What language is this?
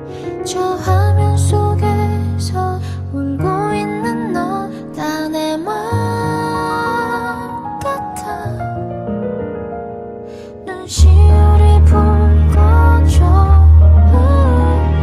Korean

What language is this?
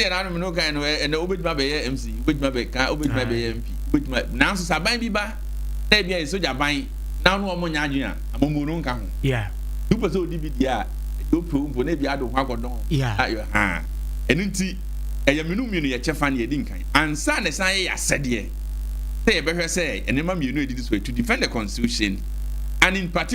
Akan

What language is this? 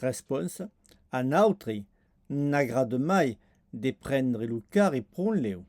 Occitan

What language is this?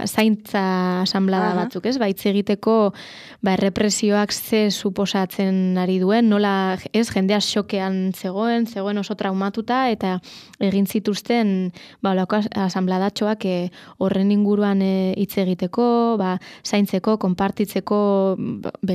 Basque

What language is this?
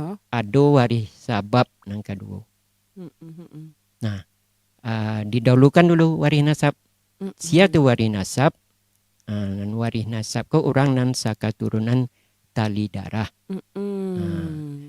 Minangkabau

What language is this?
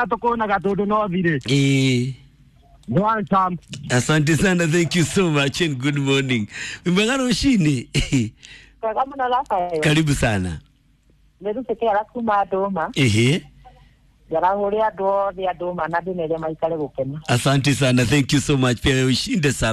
Kikuyu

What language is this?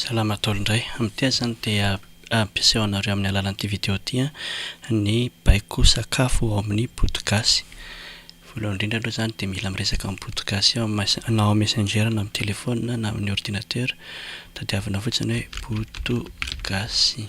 Malagasy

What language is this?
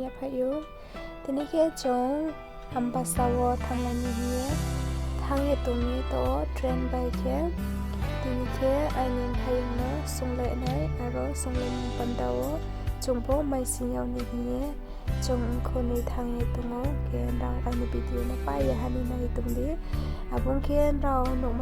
Riang (India)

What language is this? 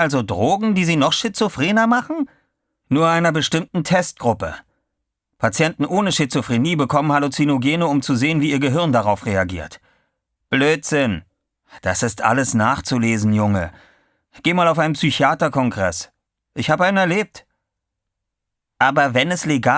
German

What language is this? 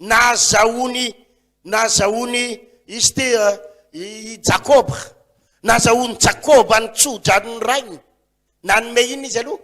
Malagasy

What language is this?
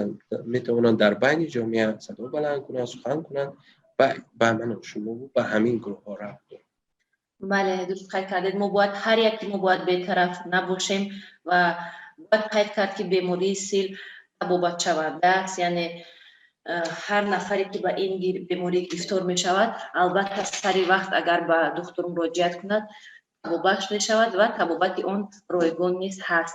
Tajik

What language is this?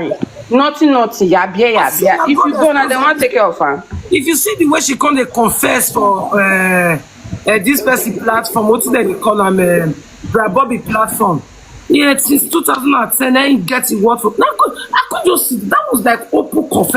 Nigerian Pidgin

